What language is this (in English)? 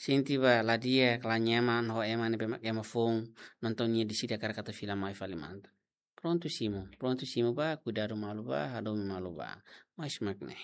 Tetum